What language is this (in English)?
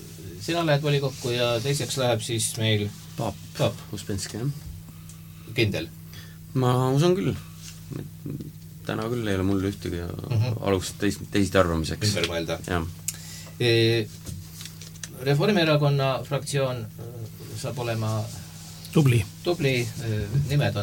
Estonian